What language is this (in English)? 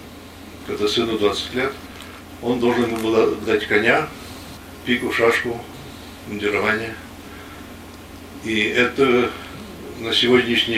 Russian